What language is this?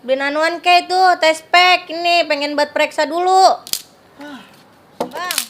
Betawi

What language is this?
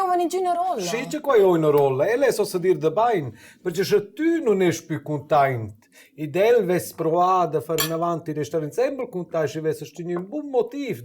Romansh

